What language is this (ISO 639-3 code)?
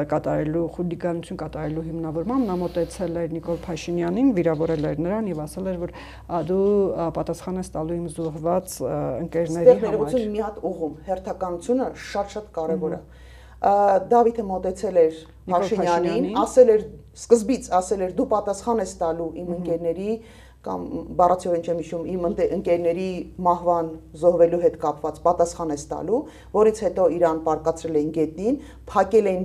hye